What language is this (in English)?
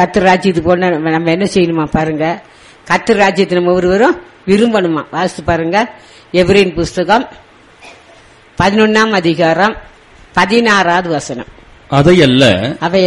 Tamil